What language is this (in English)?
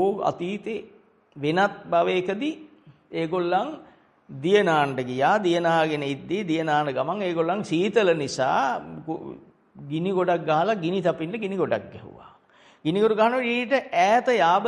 Sinhala